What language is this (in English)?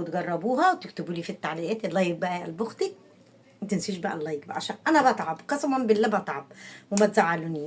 Egyptian Arabic